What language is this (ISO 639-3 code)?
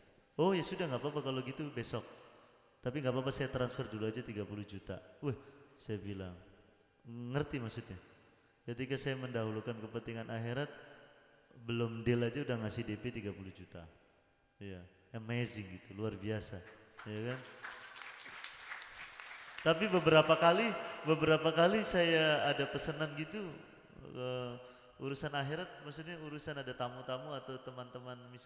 ind